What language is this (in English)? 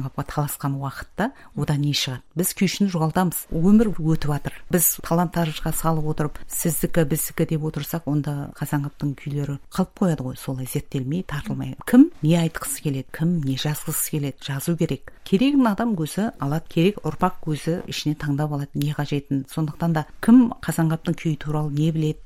Kazakh